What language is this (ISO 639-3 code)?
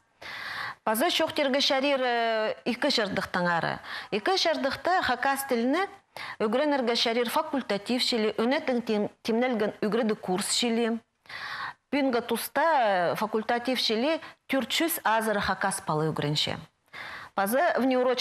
kjh